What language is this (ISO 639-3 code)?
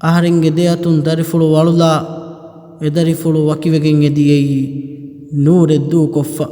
div